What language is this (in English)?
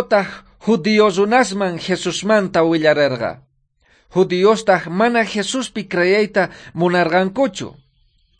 South Bolivian Quechua